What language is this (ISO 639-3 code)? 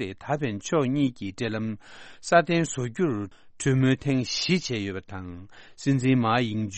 bod